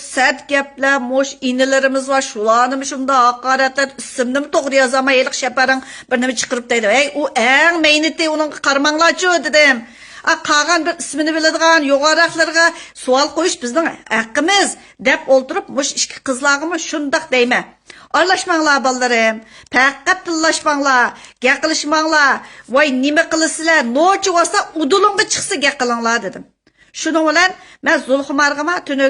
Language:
Uyghur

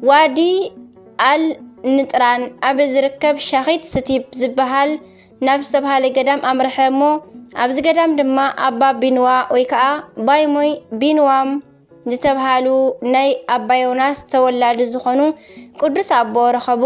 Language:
Tigrinya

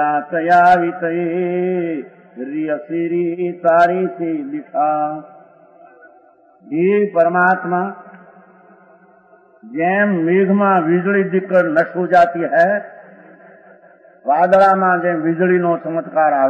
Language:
Gujarati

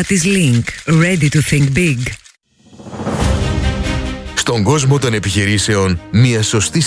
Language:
Greek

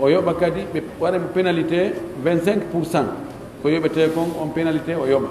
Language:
Pular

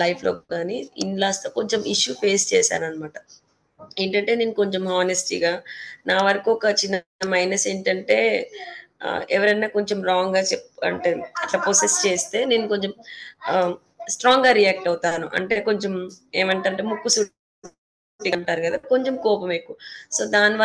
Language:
Telugu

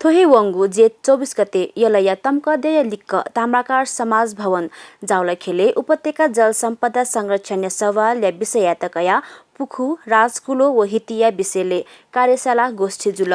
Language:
Newari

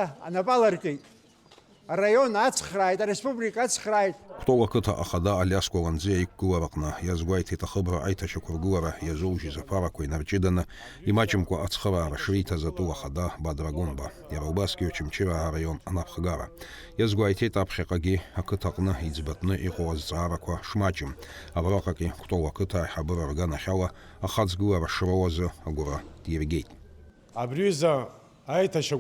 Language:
Abkhazian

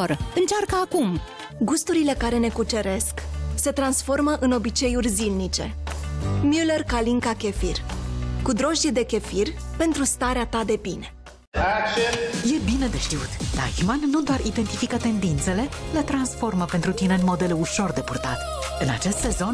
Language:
Romanian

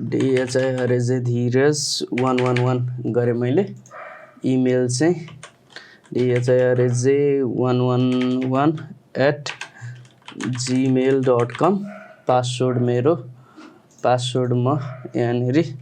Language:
Nepali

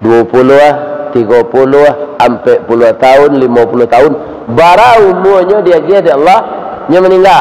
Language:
Minangkabau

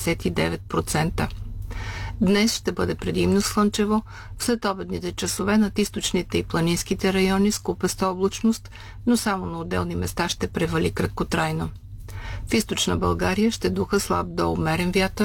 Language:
Bulgarian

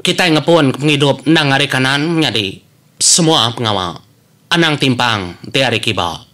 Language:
Iban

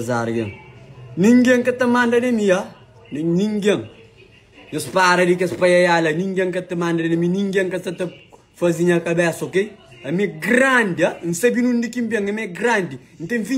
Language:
Kabuverdianu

